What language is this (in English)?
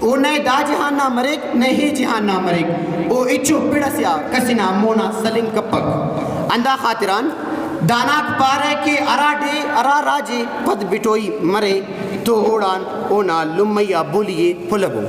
Brahui